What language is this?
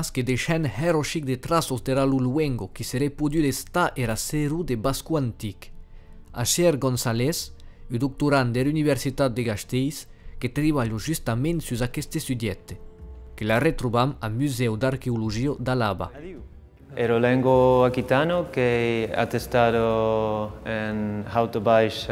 Occitan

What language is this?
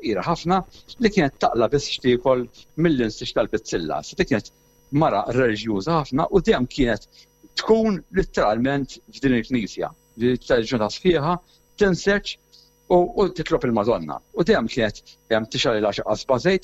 Maltese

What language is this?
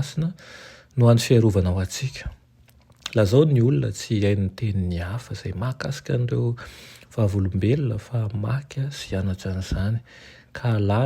Malagasy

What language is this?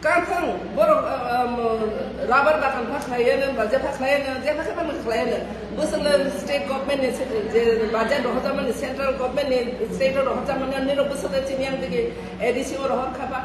Kok Borok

